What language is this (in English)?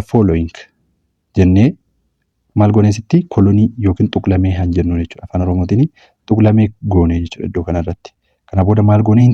Oromo